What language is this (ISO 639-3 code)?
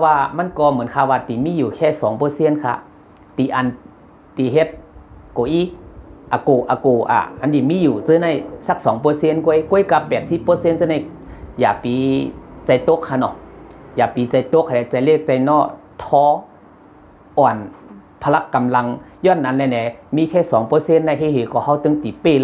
shn